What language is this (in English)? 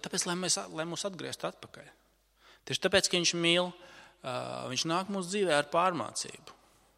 Latvian